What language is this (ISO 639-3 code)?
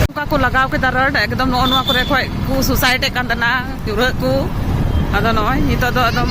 sat